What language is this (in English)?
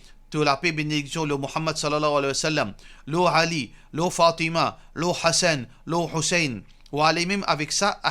Morisyen